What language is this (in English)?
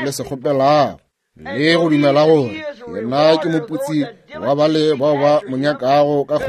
Northern Sotho